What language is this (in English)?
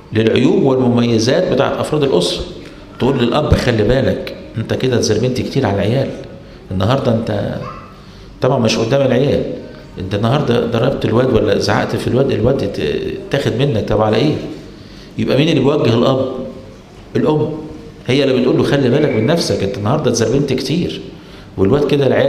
Egyptian Arabic